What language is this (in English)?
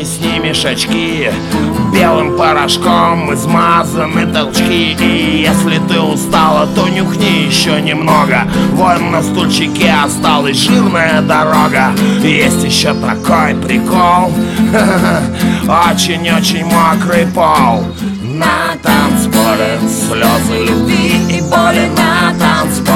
Russian